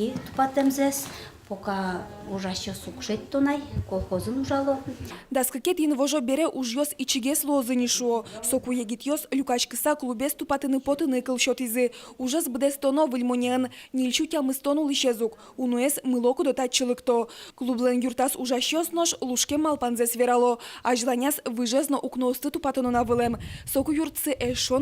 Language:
Udmurt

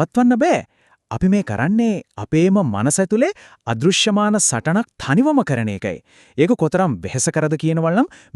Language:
Sinhala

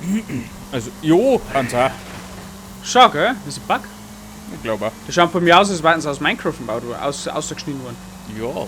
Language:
Bavarian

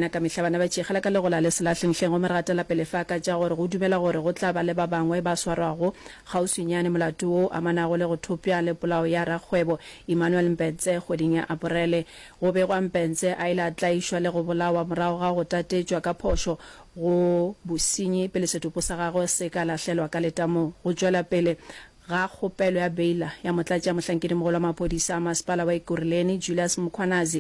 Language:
Northern Sotho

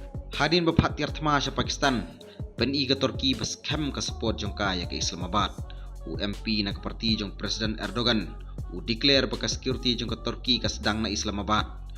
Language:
Khasi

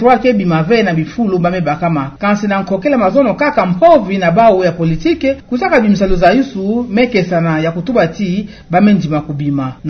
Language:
Kituba (Democratic Republic of Congo)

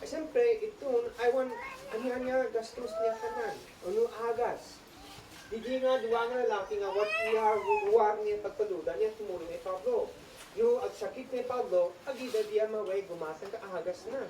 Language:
Isnag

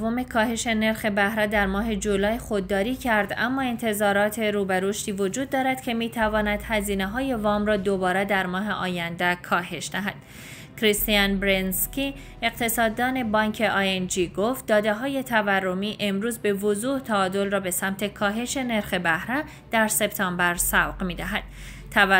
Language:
Persian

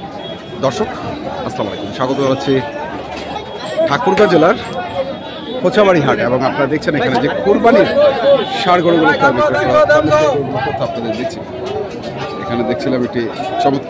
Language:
Bangla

